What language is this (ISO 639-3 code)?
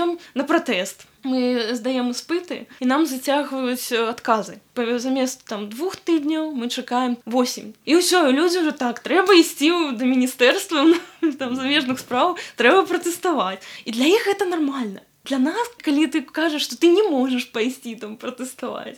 bel